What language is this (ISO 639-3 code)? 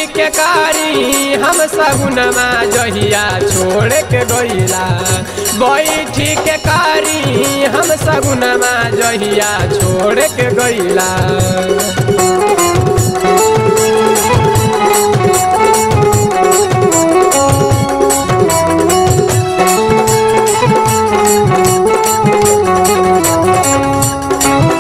bho